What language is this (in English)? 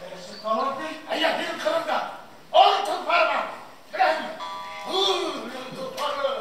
Bashkir